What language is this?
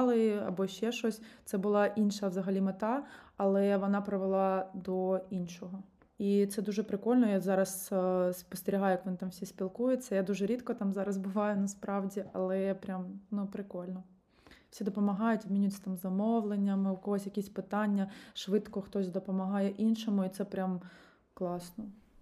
Ukrainian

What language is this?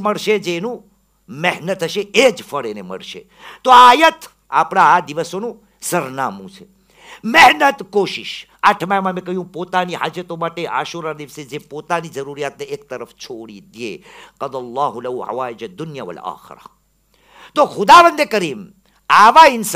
Gujarati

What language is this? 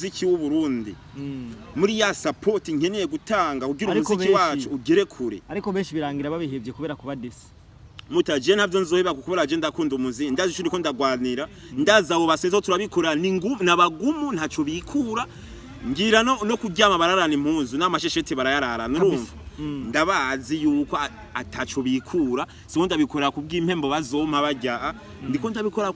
Rundi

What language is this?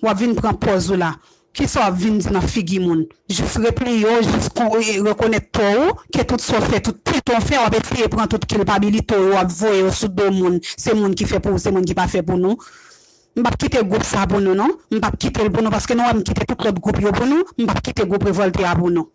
Haitian Creole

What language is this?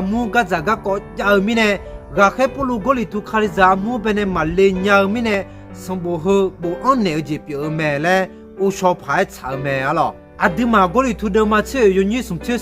Akha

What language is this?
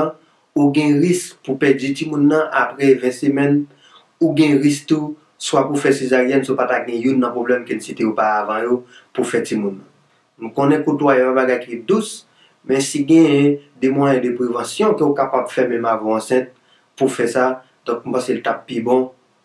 Haitian Creole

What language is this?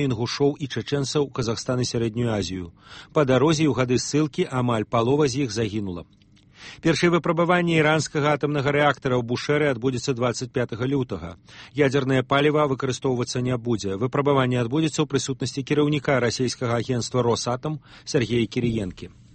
Belarusian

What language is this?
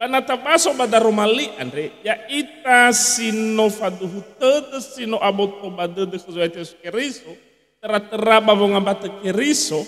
Nias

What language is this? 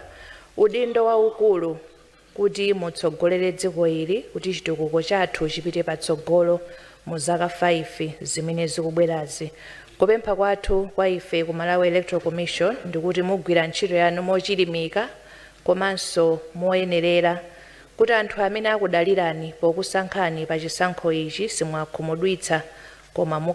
Nyanja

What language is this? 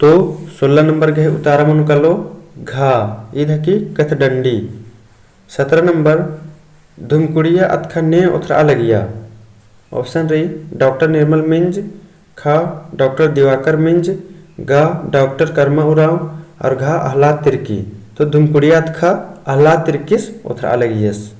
Kurukh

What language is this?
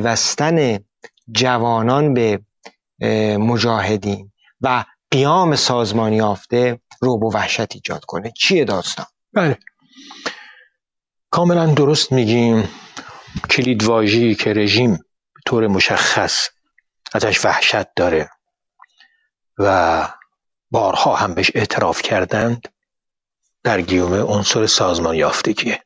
Persian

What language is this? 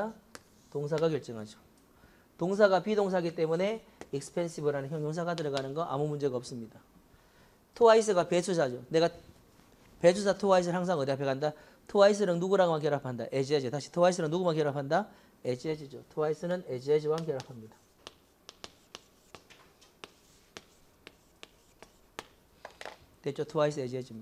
Korean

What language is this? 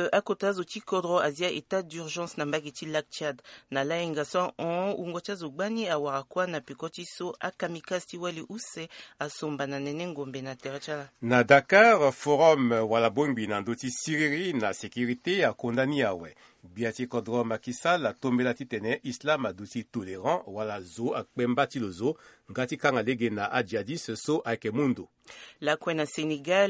Sango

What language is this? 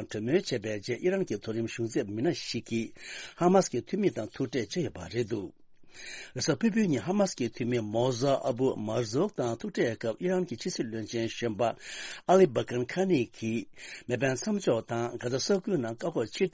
Tibetan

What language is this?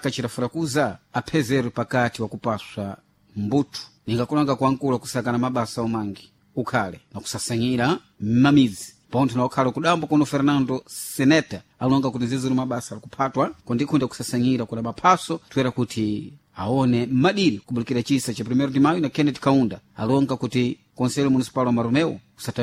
Sena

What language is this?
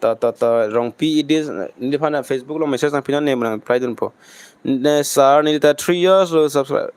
Karbi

